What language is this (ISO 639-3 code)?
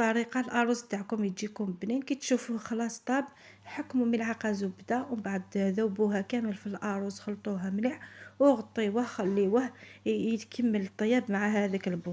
arq